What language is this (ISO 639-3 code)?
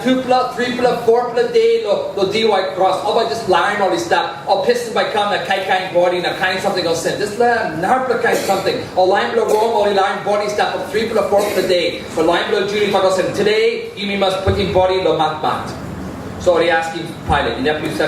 tpi